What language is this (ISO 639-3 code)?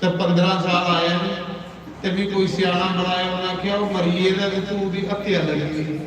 doi